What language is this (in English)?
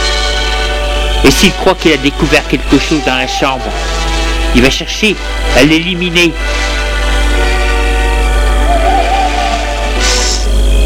French